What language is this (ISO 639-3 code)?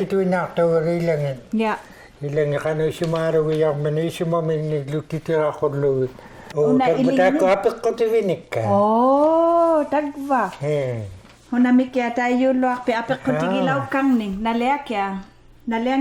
iku